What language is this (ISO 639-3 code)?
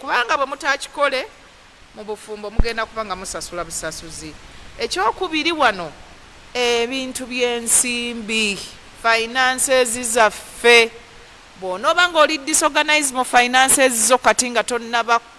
lug